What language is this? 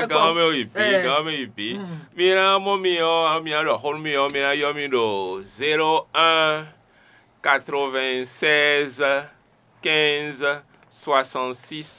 Fon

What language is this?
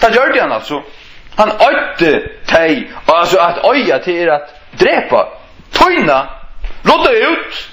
Faroese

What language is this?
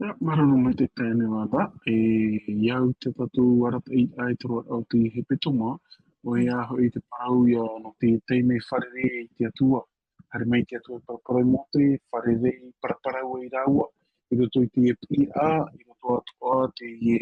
Tahitian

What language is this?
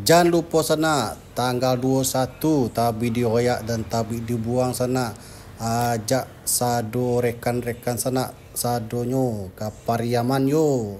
Minangkabau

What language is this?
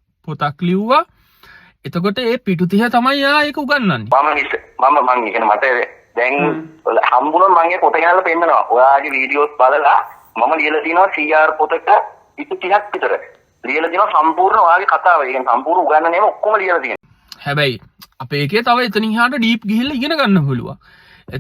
Sinhala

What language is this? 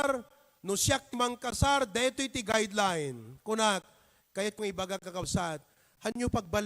Iloko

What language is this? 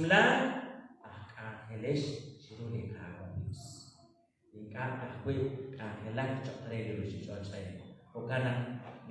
Kekchí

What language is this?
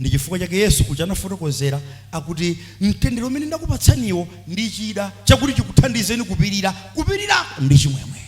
Nyanja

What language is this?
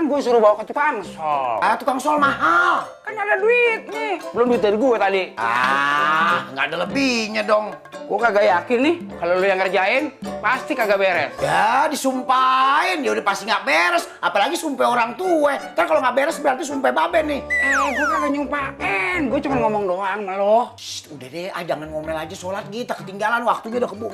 Betawi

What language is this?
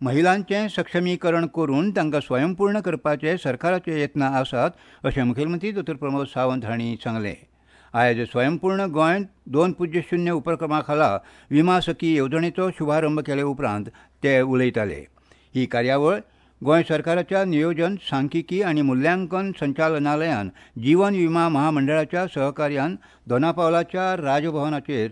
Konkani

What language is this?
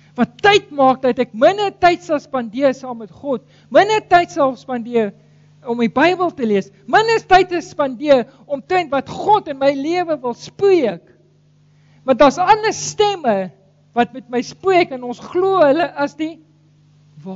Afrikaans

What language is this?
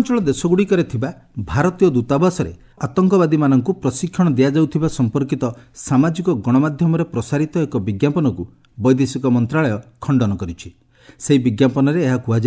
Odia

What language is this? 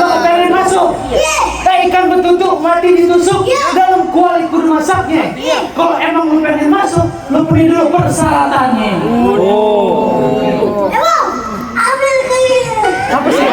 Betawi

